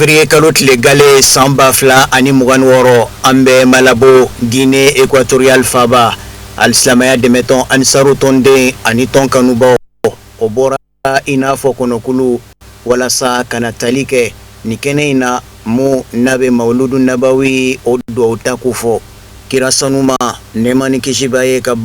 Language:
Bambara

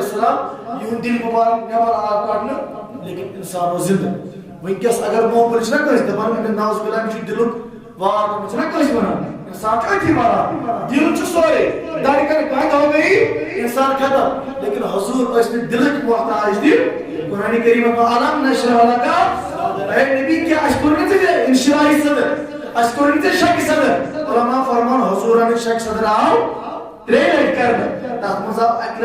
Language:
Kashmiri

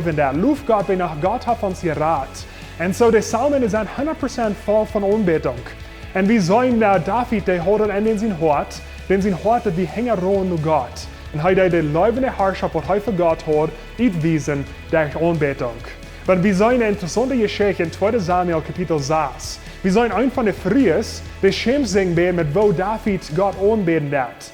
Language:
Plautdietsch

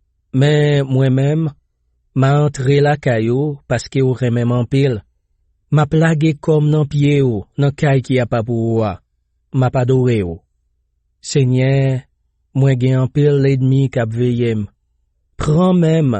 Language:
Haitian Creole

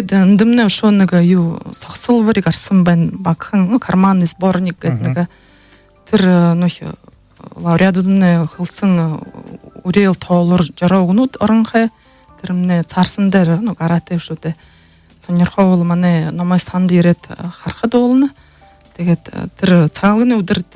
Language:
Buriat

